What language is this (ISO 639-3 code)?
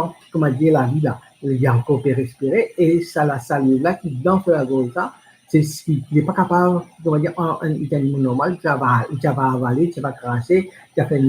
mfe